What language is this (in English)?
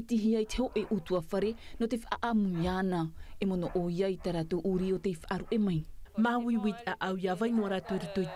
Tahitian